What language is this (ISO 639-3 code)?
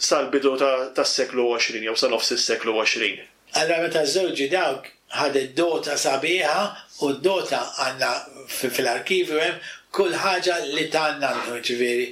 mlt